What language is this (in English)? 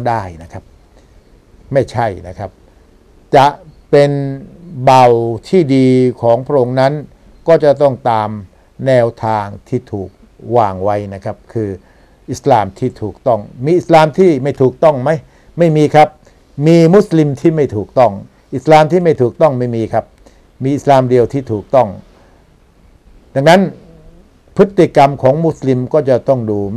Thai